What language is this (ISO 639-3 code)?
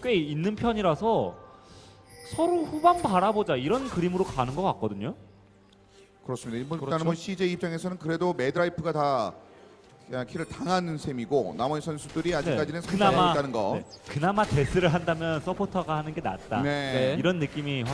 kor